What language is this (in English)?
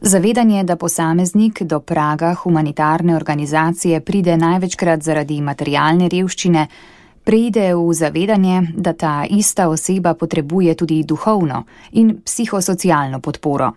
Slovenian